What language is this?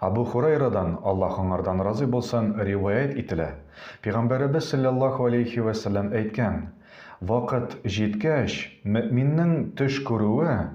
Tatar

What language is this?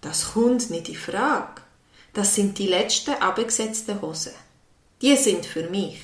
Swiss German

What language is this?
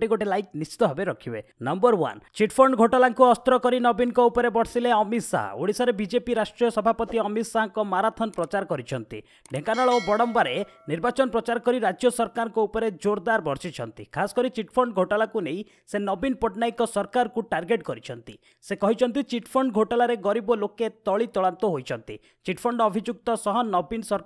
Odia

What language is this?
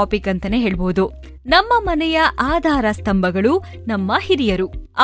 Kannada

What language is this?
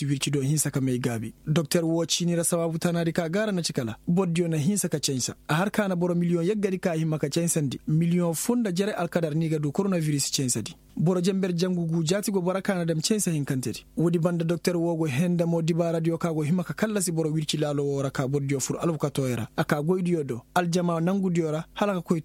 Koyraboro Senni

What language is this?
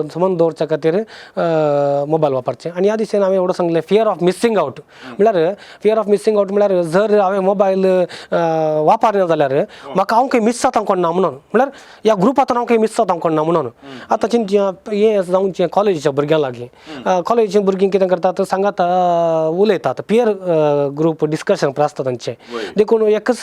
Konkani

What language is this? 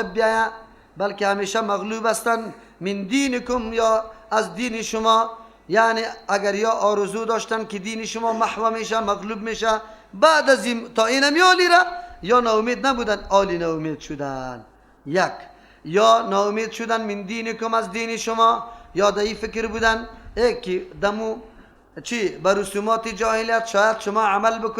Persian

